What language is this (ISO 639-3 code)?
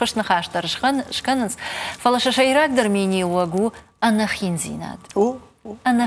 oss